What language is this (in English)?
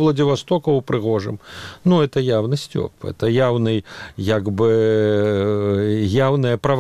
Belarusian